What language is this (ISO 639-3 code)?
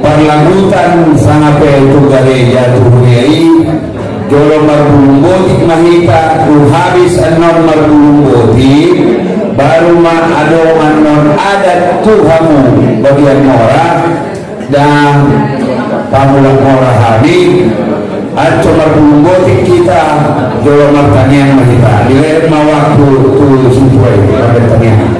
akb